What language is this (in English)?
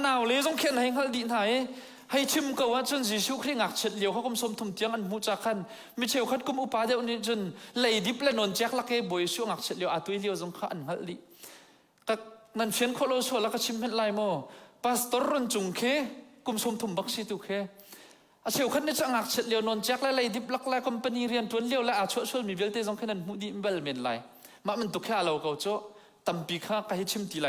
Hakha Chin